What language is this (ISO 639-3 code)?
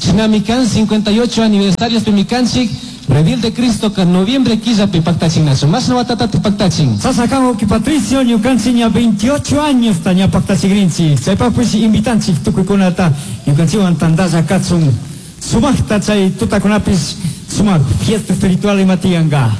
qug